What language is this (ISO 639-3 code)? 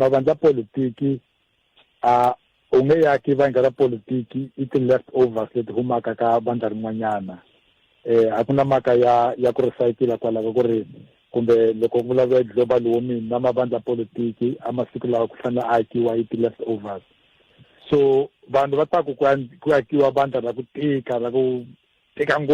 tso